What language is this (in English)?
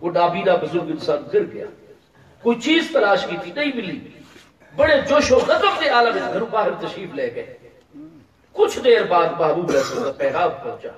Saraiki